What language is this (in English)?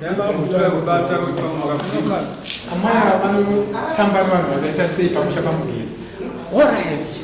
Shona